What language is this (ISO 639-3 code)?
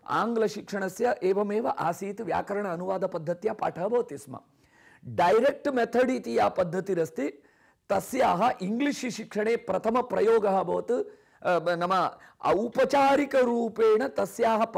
san